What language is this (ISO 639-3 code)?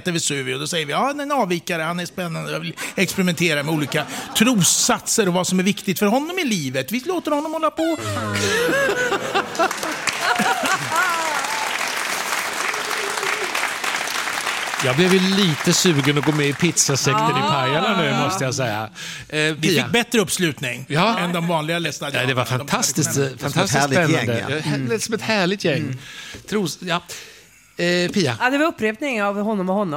swe